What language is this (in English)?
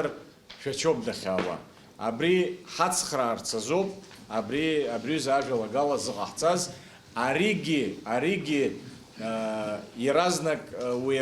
Abkhazian